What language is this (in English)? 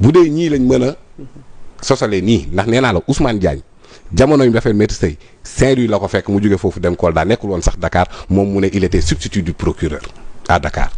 Wolof